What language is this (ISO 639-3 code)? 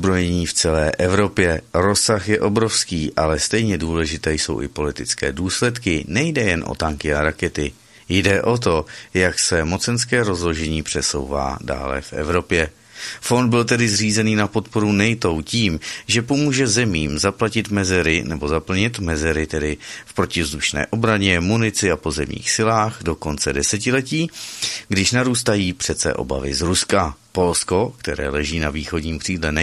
ces